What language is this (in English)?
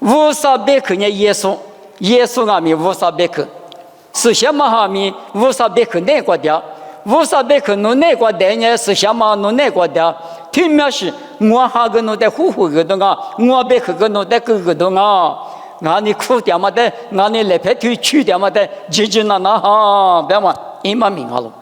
Lisu